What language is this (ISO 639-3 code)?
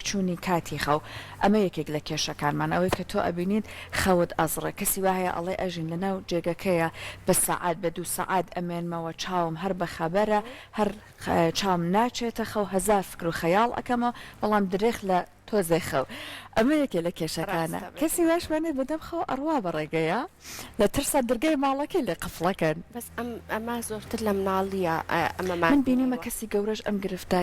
ckb